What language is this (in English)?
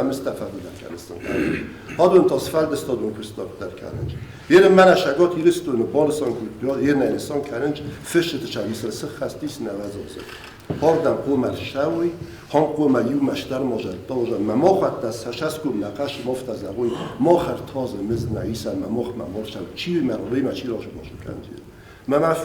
Ossetic